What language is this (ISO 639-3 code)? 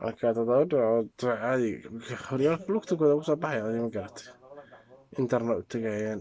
som